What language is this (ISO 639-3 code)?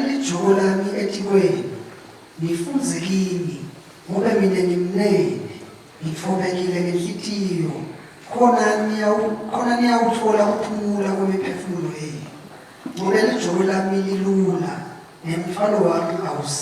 ssw